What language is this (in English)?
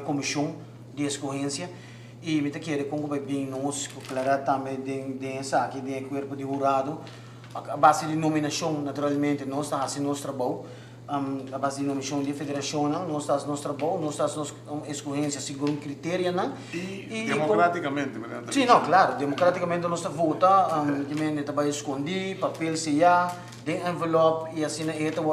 Papiamento